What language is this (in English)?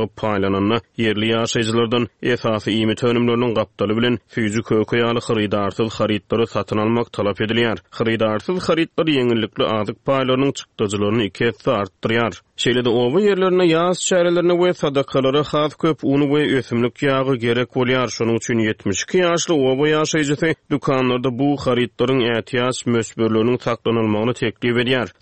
Turkmen